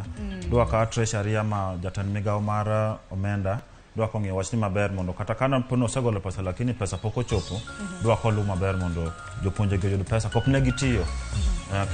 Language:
Luo (Kenya and Tanzania)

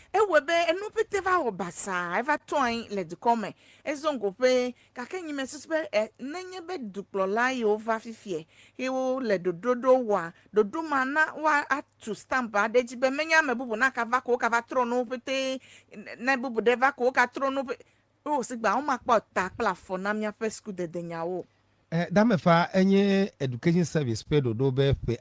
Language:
Ewe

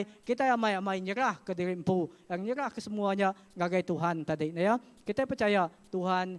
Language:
Iban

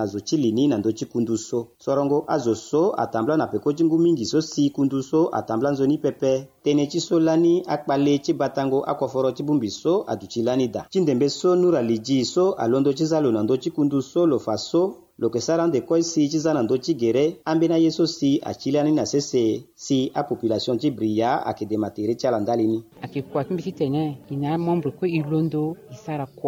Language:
Sango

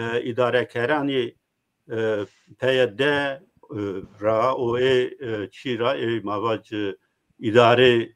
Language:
Zaza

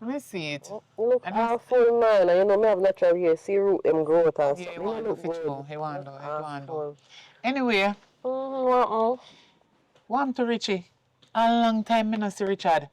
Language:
Jamaican Creole English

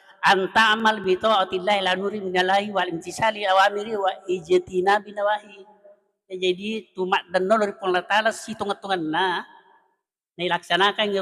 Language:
Buginese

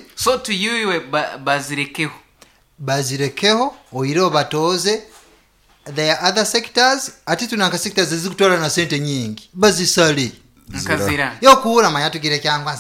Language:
Nyoro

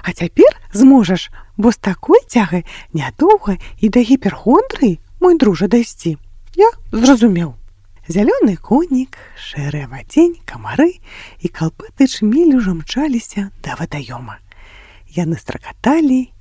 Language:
Belarusian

